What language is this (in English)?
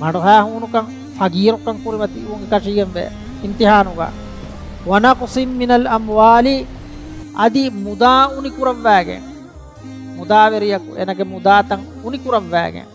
Divehi